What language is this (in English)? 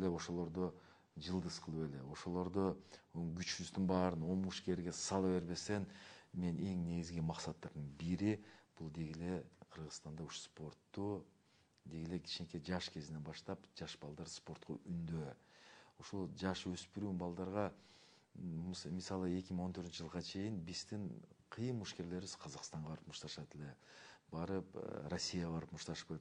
Kyrgyz